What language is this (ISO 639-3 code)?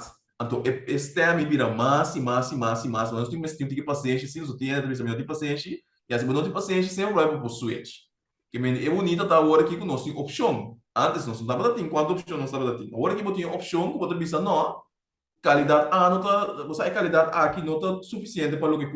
pap